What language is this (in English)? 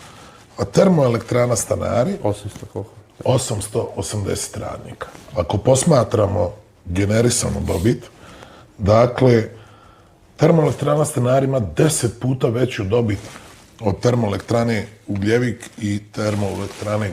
Bosnian